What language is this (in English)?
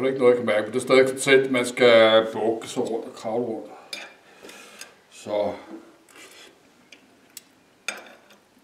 Danish